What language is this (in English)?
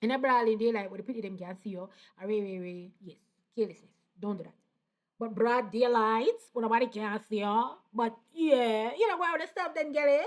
Jamaican Creole English